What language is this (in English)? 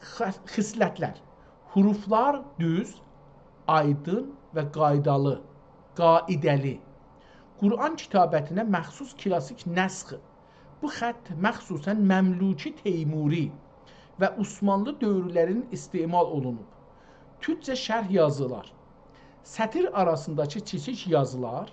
South Azerbaijani